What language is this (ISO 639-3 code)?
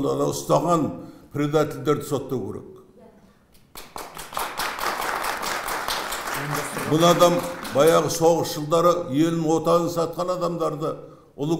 kaz